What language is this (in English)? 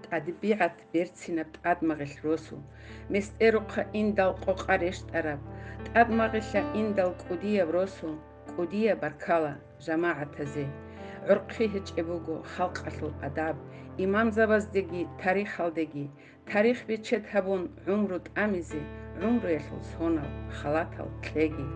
Avaric